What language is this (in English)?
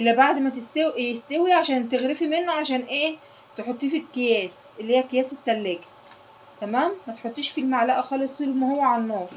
Egyptian Arabic